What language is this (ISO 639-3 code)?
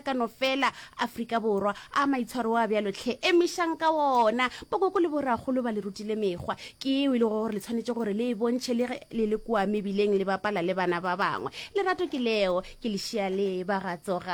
nso